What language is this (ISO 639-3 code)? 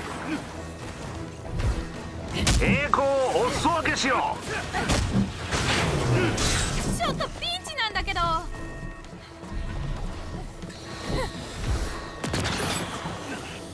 jpn